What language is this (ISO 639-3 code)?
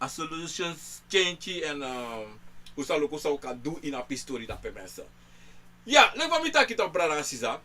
srn